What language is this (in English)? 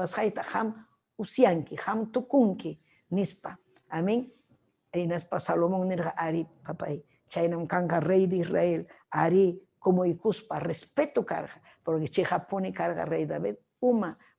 Ayacucho Quechua